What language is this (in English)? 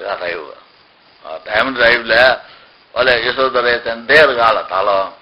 Newari